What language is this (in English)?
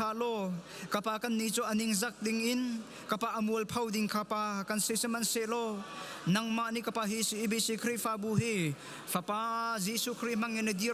Hakha Chin